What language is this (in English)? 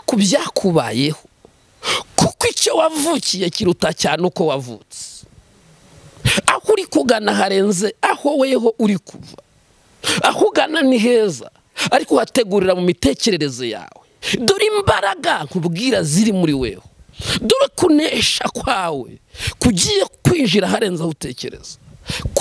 Kinyarwanda